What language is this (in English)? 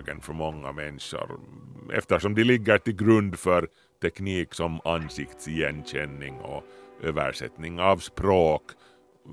Swedish